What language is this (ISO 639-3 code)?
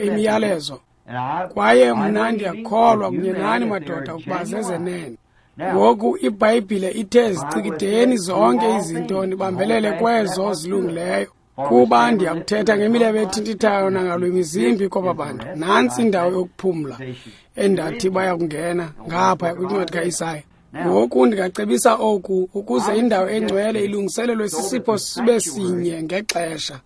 xho